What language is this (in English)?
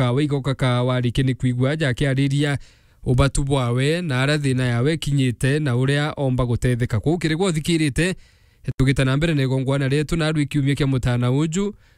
Meru